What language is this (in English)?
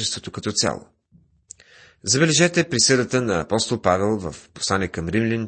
Bulgarian